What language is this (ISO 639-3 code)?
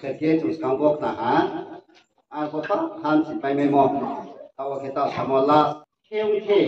ria